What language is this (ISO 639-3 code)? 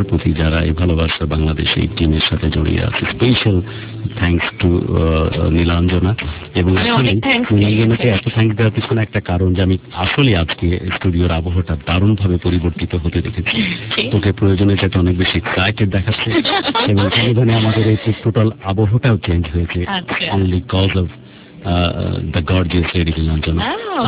ben